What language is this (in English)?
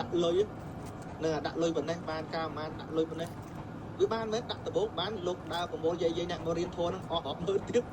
Khmer